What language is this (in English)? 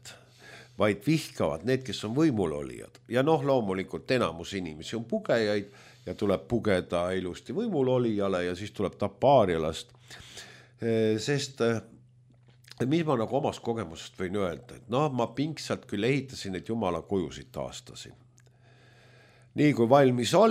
Estonian